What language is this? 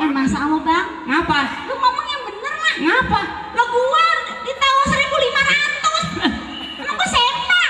Betawi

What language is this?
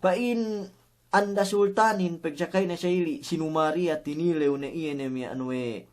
Yakan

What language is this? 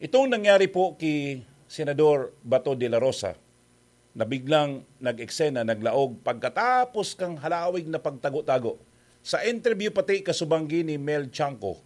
Bikol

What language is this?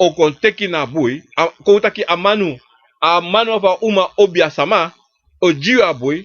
Sranan Tongo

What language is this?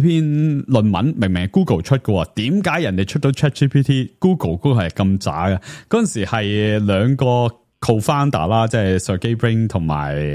Cantonese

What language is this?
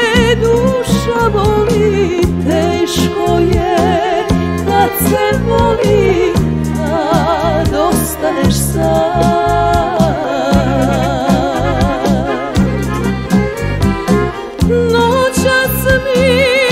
Serbian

